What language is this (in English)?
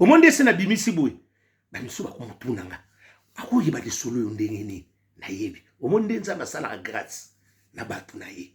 Lingala